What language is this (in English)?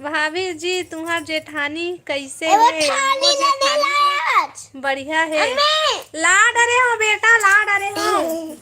Chhattisgarhi